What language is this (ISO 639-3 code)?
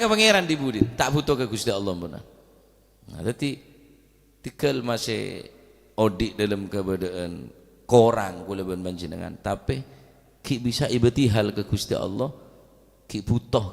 mad